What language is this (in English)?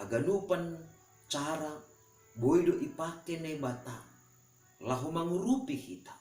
Batak Simalungun